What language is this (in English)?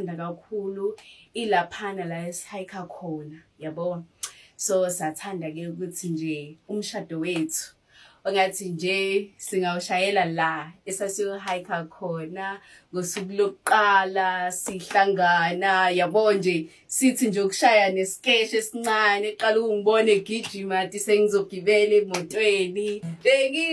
Zulu